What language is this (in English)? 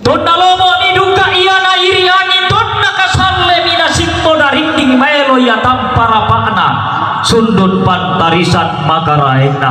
Toraja-Sa'dan